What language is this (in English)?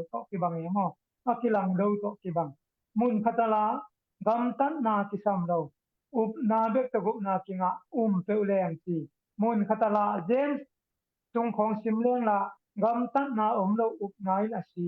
Tedim Chin